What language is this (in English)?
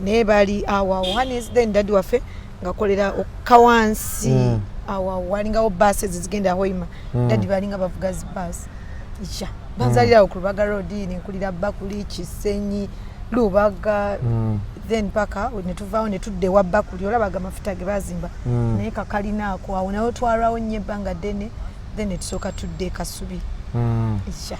Ganda